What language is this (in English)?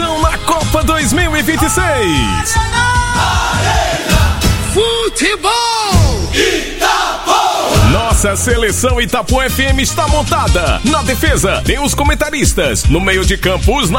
Portuguese